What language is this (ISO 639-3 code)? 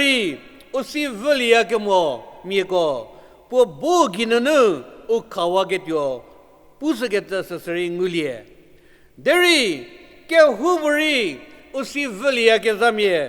njm